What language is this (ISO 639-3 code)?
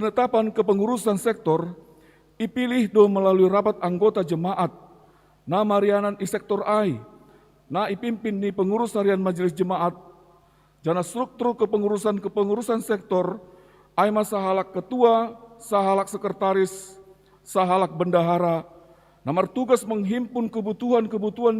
bts